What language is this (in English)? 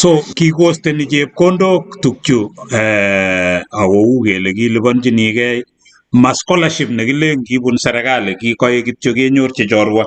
Kalenjin